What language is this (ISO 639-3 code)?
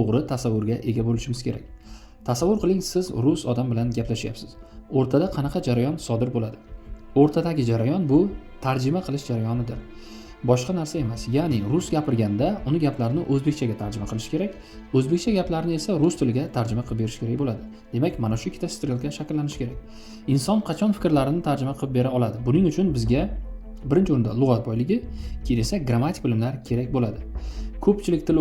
uzb